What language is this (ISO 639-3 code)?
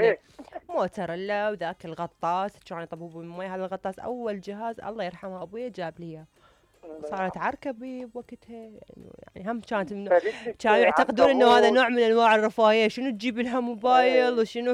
acm